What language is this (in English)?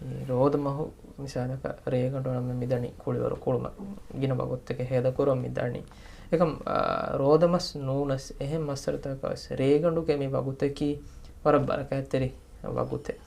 Divehi